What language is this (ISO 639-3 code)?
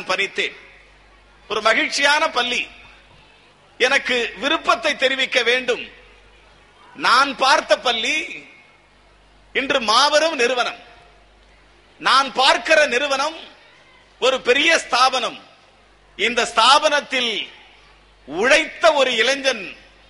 tam